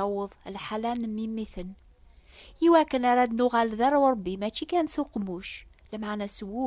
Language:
Kabyle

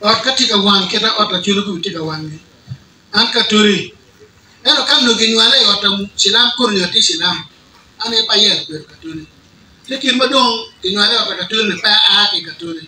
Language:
Acoli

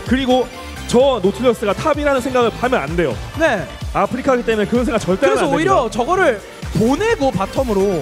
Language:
Korean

